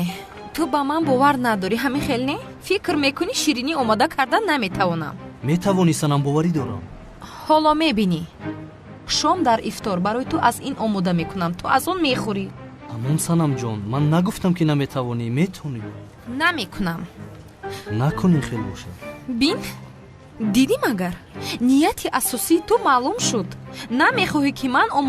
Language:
Tajik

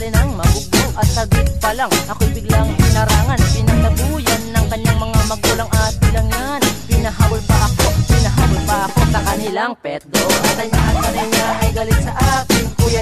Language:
Filipino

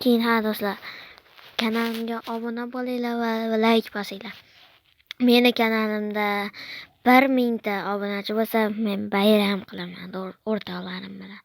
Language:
Uzbek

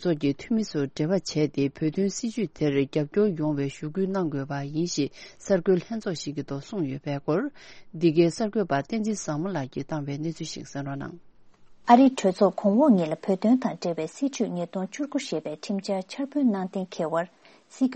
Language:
Tibetan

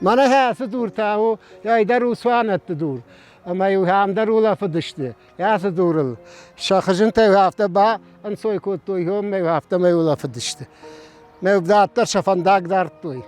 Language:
Ossetic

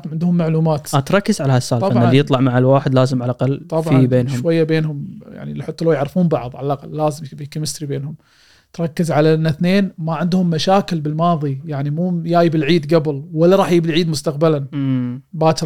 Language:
Gulf Arabic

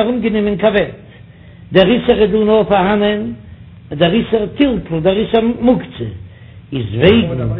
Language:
Yiddish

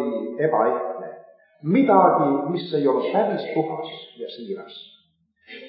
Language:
Estonian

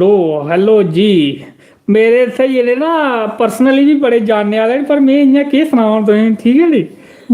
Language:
Dogri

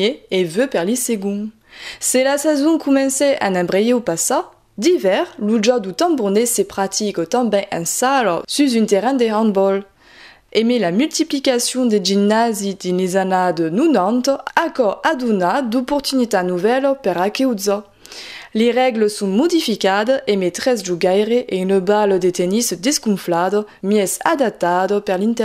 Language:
Occitan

